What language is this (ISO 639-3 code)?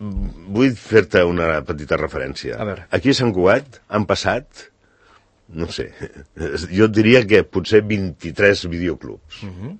cat